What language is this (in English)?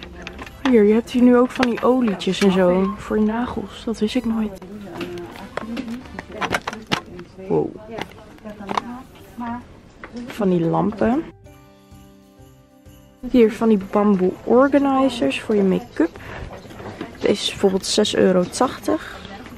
Dutch